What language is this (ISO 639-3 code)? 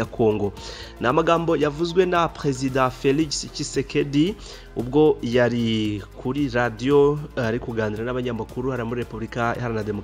kin